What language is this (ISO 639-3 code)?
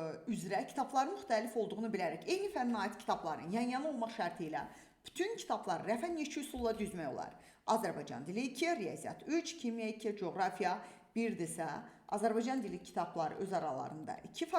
aze